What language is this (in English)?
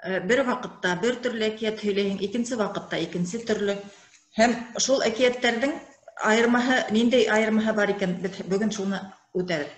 Bashkir